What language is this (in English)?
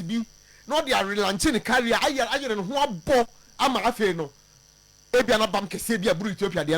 Akan